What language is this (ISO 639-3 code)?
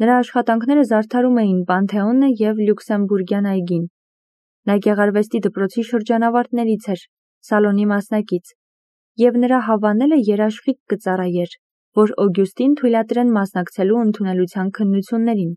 hye